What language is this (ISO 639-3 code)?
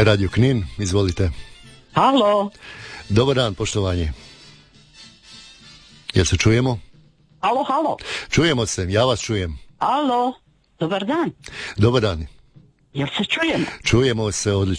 hrv